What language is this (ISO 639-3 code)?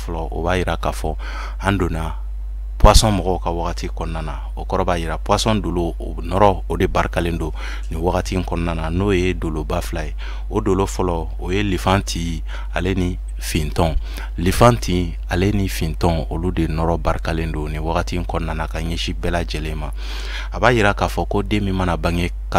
bam